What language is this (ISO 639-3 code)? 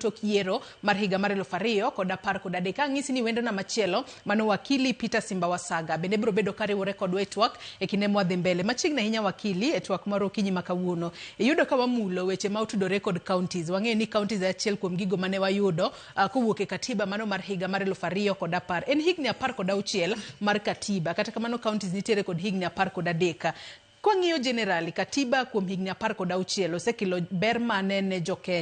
luo